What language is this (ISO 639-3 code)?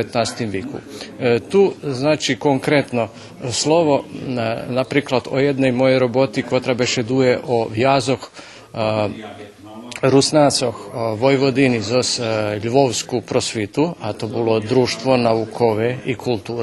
rue